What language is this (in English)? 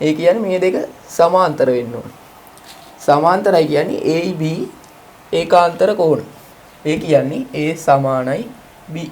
Sinhala